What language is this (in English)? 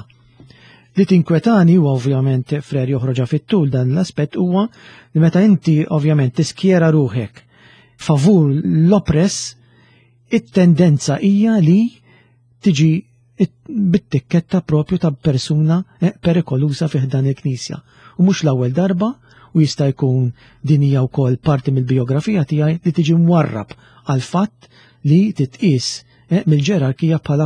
Maltese